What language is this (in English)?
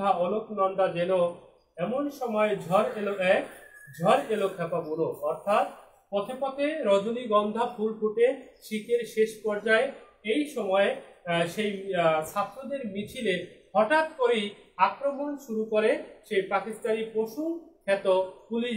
Bangla